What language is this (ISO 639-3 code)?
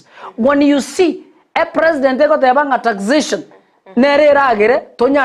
guz